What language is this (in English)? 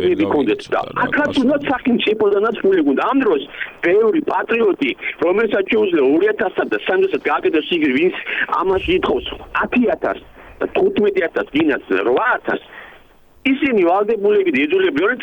Georgian